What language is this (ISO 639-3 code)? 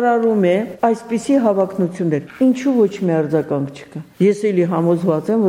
hye